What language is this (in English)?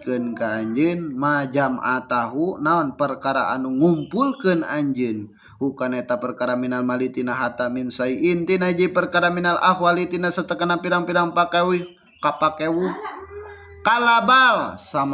Sundanese